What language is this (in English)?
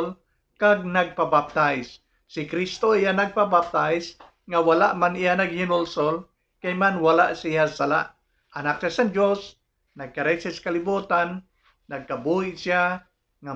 Hiligaynon